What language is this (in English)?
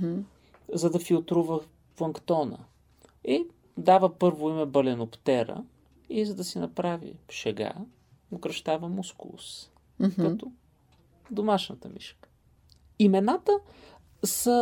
Bulgarian